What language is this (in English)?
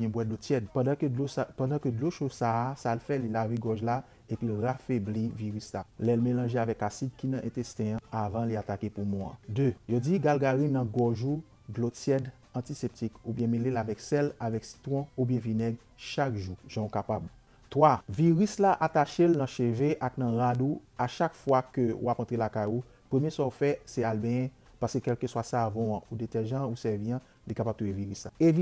Haitian Creole